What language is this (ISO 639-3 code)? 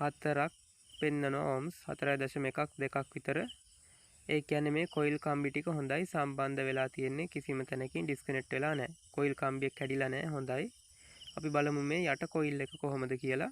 sin